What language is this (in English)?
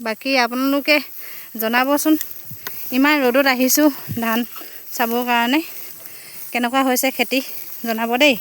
Assamese